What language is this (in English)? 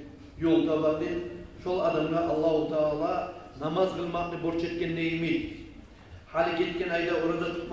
Kumyk